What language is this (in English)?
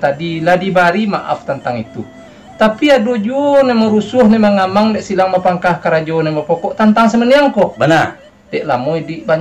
Minangkabau